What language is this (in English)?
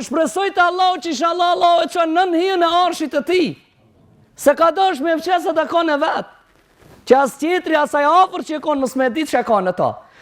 Albanian